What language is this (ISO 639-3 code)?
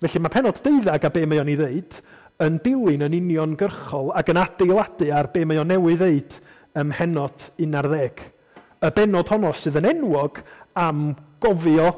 cym